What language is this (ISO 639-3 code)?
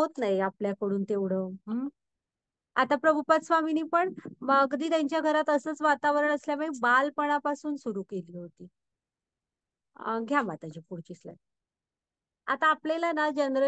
mar